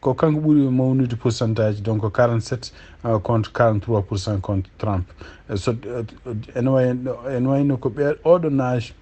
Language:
Fula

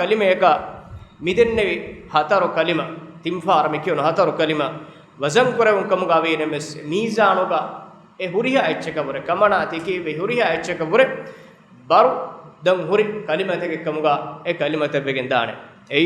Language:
Divehi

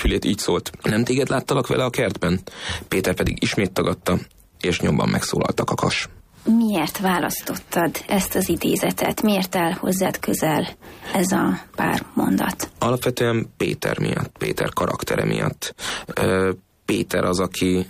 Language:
Hungarian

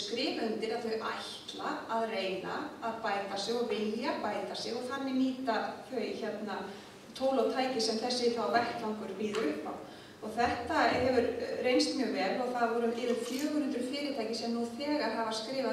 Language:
Icelandic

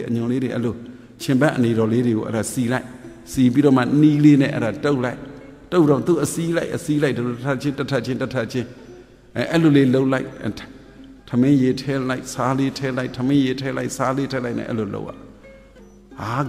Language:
Burmese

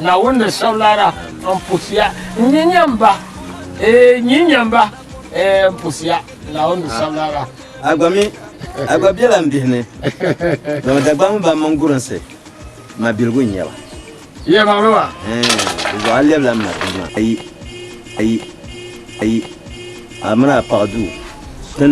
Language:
Dagbani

